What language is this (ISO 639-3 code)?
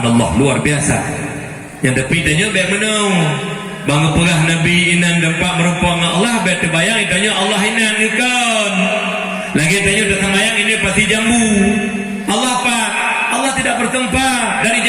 ace